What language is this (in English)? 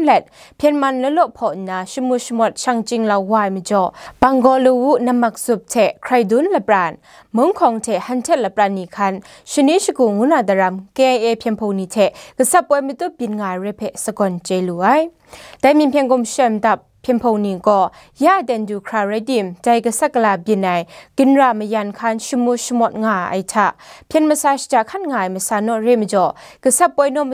Kachin